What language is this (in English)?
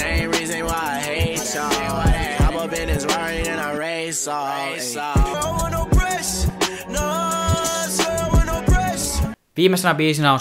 Finnish